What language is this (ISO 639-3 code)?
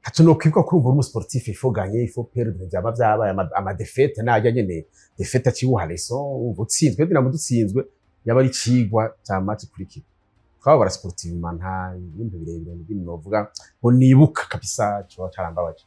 run